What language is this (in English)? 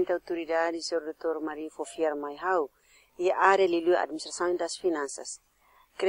Tetum